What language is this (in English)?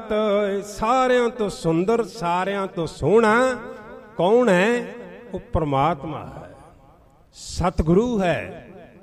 Punjabi